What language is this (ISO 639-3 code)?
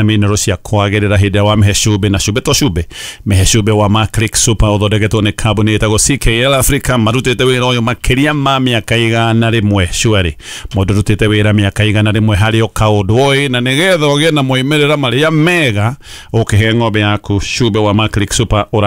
kik